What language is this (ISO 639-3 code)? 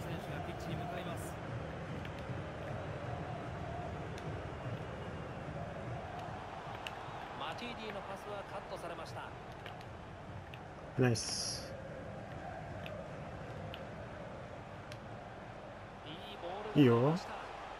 jpn